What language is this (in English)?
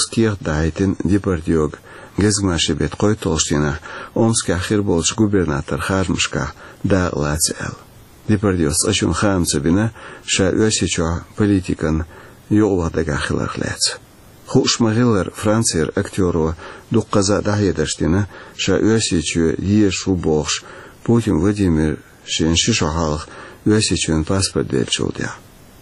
Chechen